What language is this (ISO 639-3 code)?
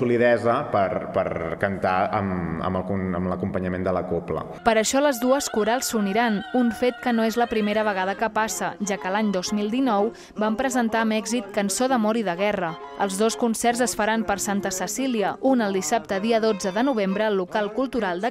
cat